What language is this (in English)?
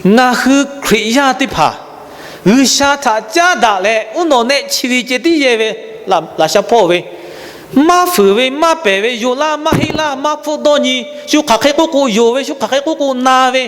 Lahu